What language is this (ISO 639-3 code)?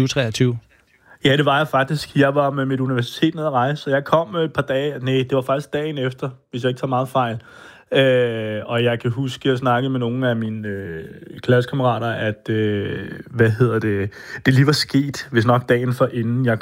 dan